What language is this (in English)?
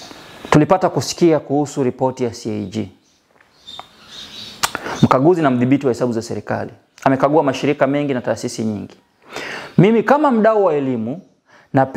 Swahili